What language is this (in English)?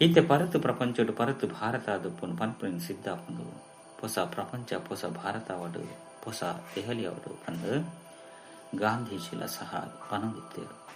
Tulu